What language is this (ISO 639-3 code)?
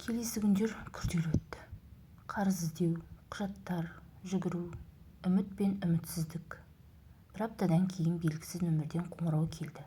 kaz